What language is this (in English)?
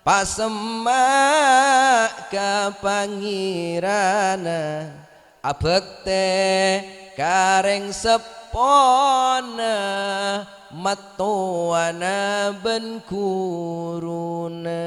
Madurese